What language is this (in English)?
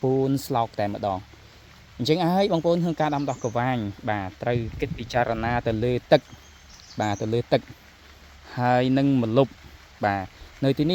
Khmer